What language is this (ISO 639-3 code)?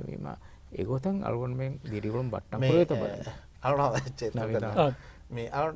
div